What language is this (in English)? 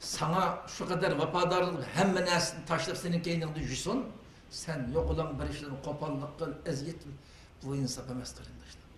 Uyghur